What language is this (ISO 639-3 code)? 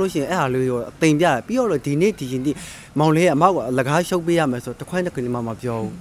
mya